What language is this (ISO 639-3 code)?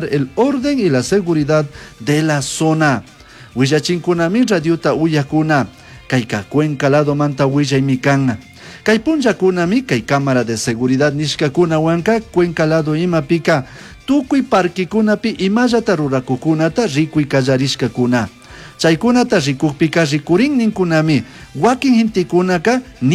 qug